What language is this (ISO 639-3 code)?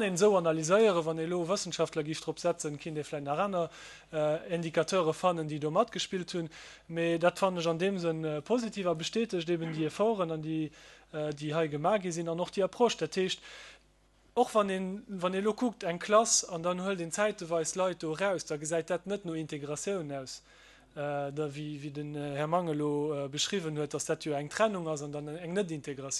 ltz